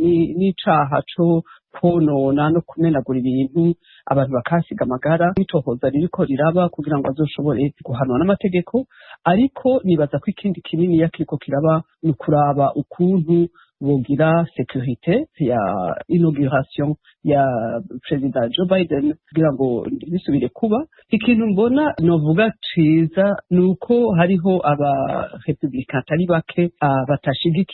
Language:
Rundi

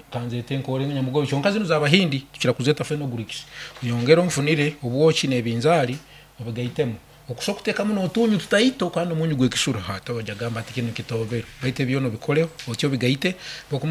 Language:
Nyankole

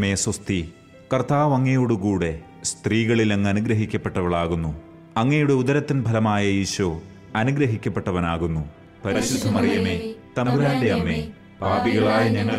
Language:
Malayalam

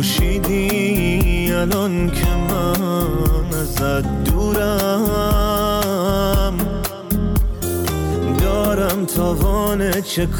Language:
Persian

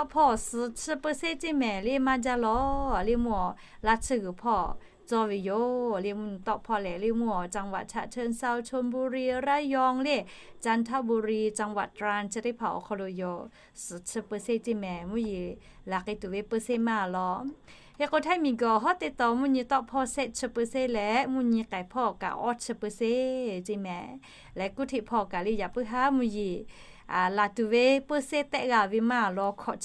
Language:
Lahu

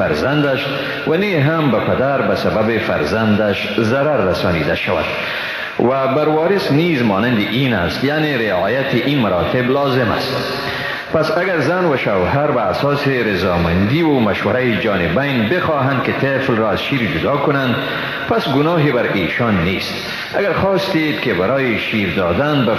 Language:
Persian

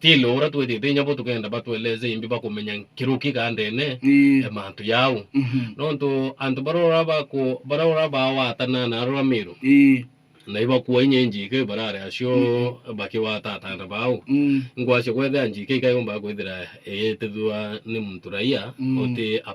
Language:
Meru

